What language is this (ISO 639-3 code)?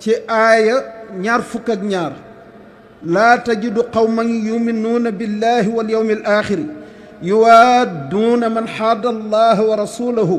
wol